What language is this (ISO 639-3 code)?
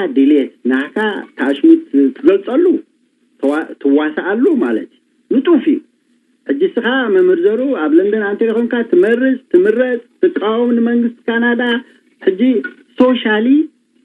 tir